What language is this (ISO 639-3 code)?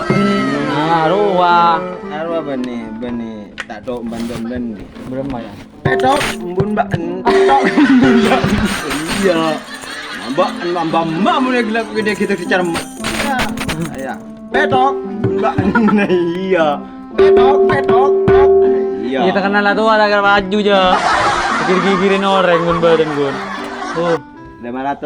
mad